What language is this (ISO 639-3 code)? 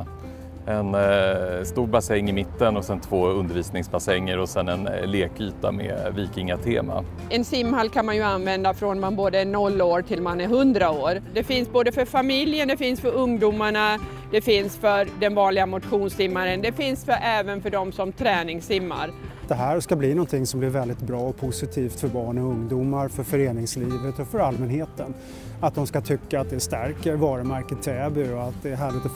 swe